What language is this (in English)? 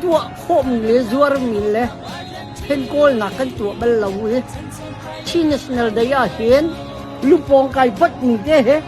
Hakha Chin